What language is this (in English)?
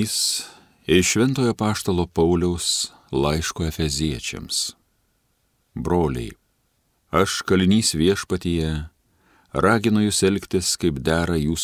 Lithuanian